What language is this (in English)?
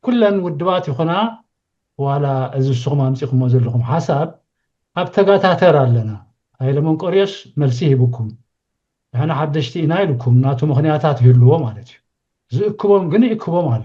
Tigrinya